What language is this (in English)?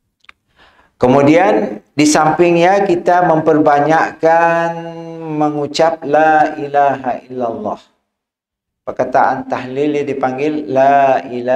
Malay